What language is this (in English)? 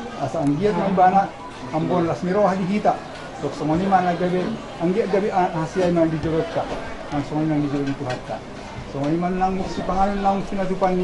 Batak Toba